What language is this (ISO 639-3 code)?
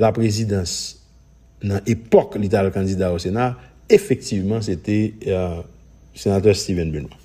hat